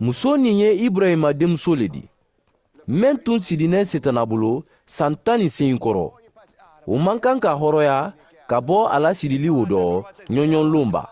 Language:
Mandingo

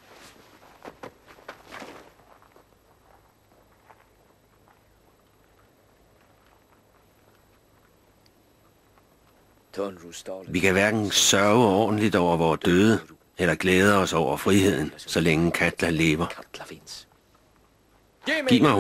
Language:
Danish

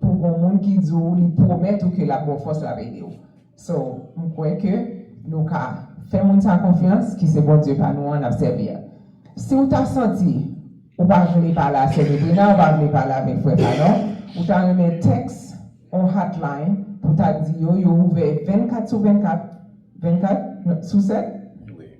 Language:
Haitian Creole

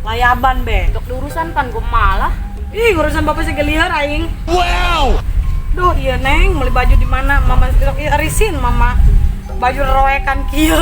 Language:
Sundanese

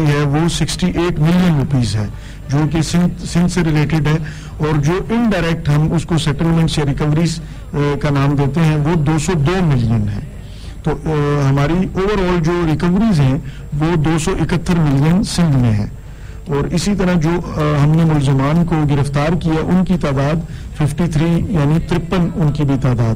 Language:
Urdu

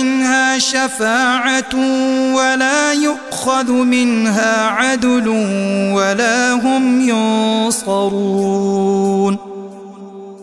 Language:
Arabic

